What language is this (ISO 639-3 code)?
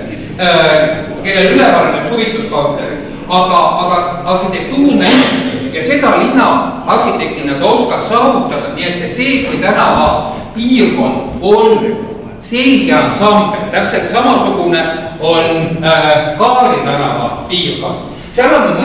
est